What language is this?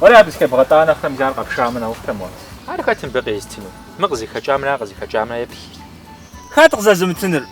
Kabardian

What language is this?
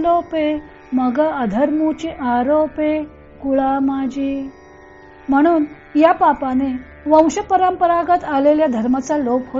Marathi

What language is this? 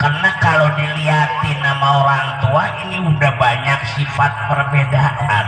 Betawi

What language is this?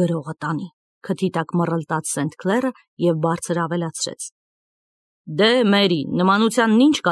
Armenian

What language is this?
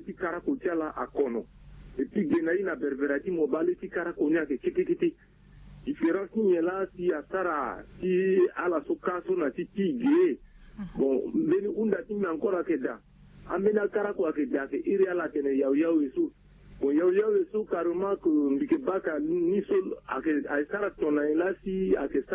Sango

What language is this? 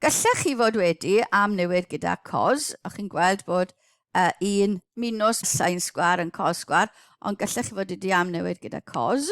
Welsh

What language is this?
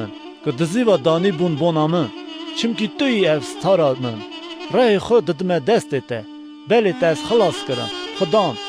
Kurdish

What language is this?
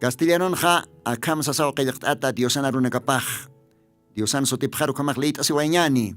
Aymara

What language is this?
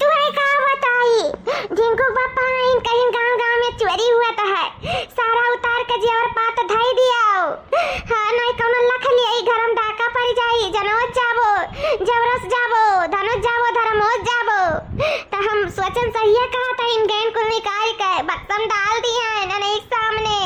Awadhi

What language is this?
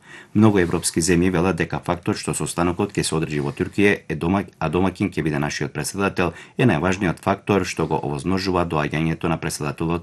Macedonian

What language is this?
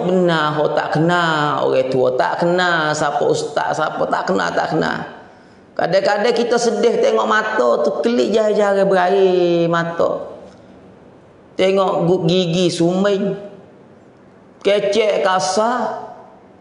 Pattani Malay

